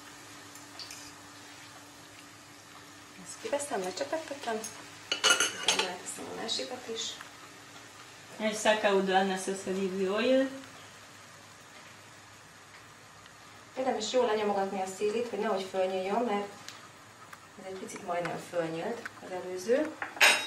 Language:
Hungarian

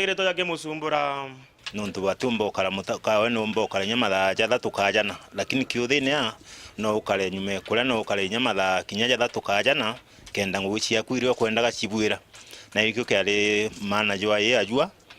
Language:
Meru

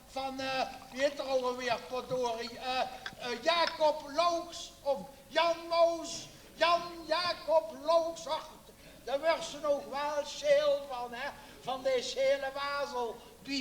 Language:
Limburgish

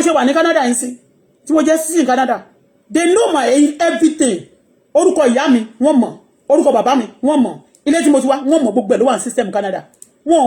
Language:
Yoruba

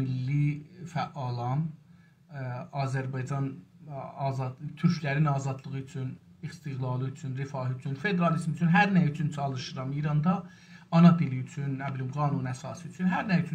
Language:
South Azerbaijani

